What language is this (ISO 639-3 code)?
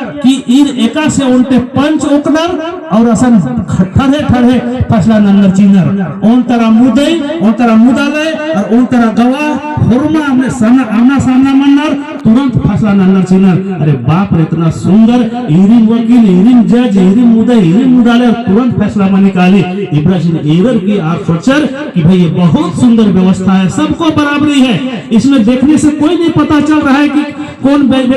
kru